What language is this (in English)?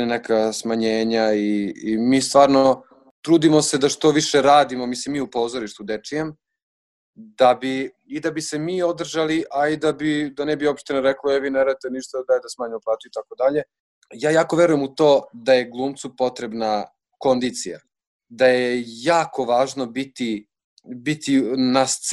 Serbian